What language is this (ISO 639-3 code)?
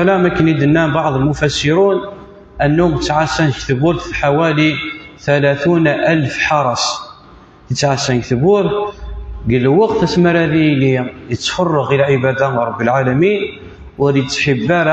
kab